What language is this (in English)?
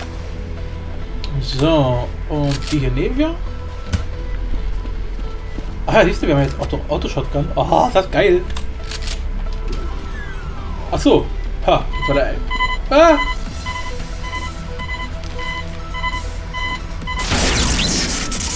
German